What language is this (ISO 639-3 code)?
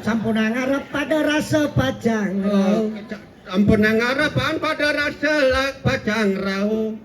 ban